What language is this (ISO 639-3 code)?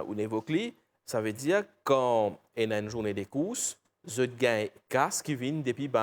mfe